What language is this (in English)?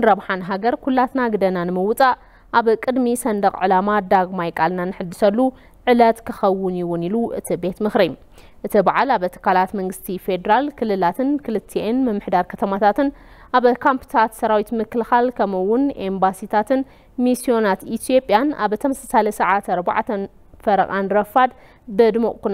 Tigrinya